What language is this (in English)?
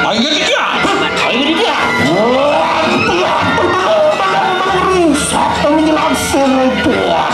Balinese